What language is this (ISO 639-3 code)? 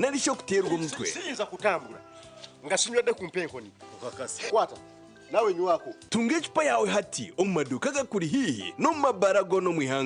nyn